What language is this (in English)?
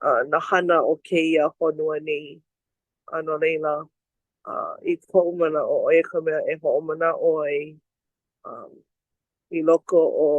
Hawaiian